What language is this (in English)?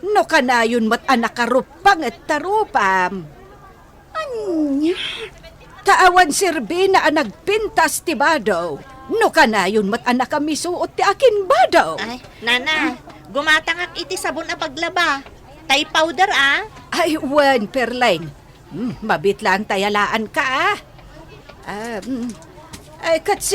Iloko